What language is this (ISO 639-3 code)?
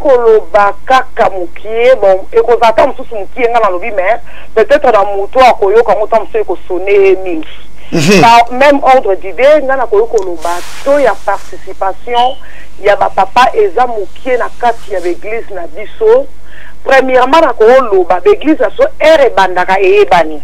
lin